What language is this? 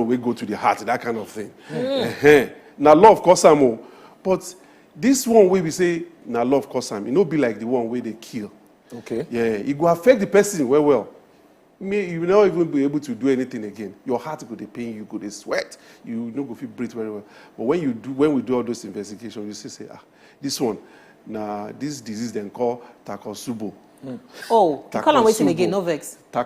Nigerian Pidgin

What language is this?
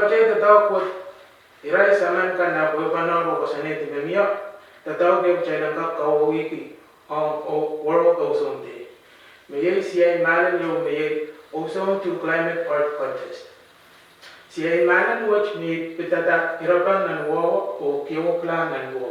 Pohnpeian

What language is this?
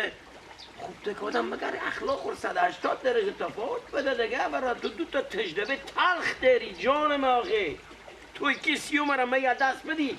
Persian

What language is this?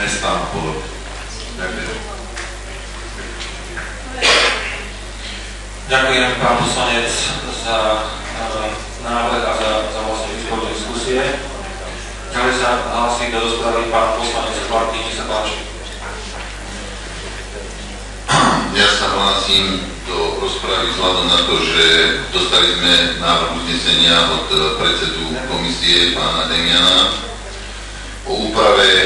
Slovak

